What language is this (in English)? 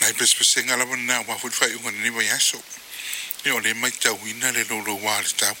Samoan